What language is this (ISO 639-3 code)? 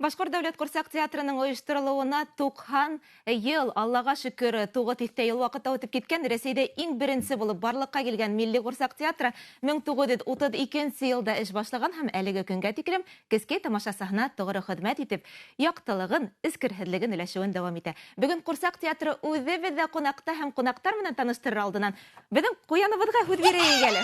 bak